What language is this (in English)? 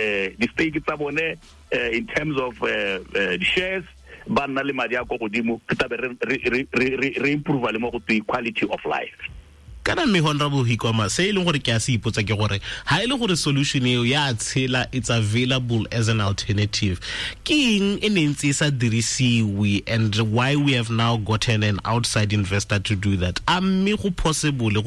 Tswana